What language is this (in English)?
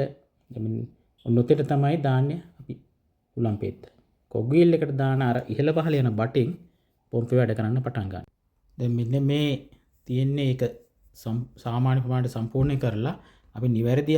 Sinhala